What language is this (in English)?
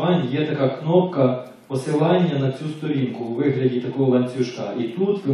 Ukrainian